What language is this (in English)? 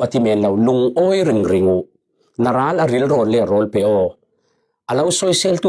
Falam Chin